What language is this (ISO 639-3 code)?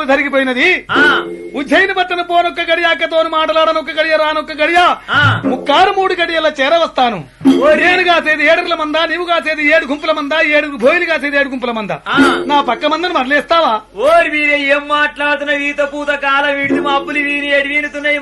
tel